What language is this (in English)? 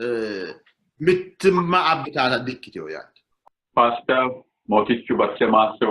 Sidamo